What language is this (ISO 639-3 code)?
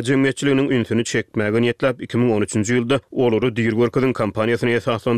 tuk